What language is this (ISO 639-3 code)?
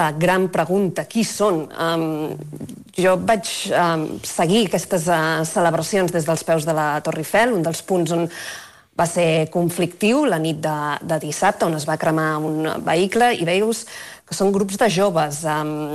cat